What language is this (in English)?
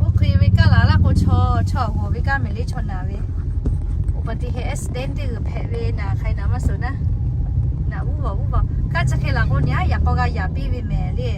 Lahu